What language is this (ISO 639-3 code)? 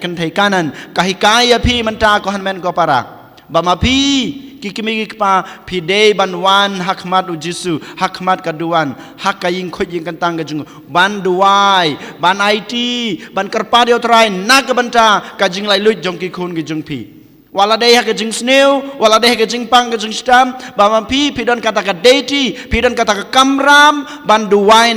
kha